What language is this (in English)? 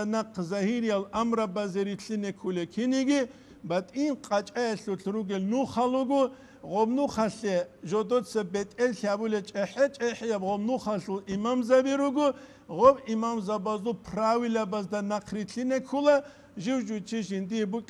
Avaric